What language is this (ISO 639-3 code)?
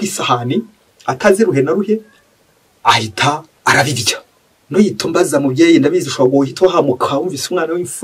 kin